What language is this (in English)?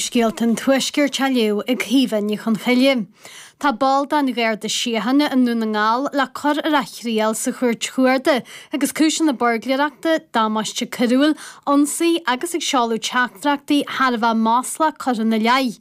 Irish